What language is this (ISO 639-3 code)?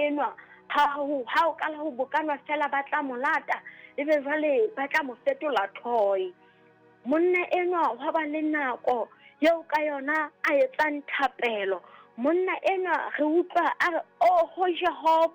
sot